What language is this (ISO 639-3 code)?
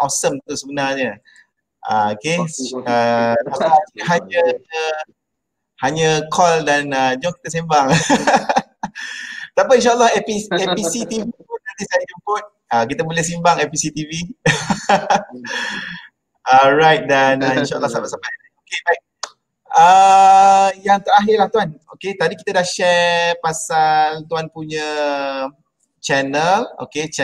msa